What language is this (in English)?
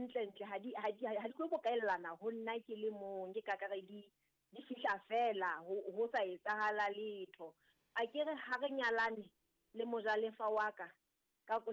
Southern Sotho